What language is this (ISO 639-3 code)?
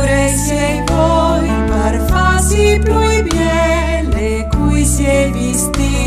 fur